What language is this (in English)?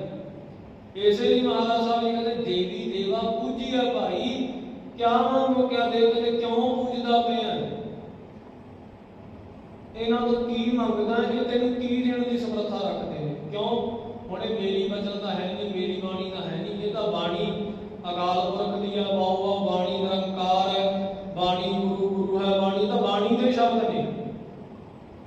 Punjabi